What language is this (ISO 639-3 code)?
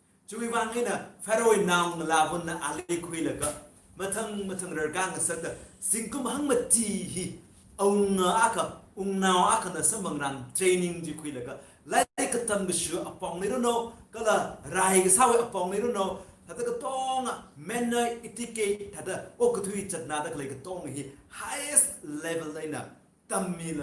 nmf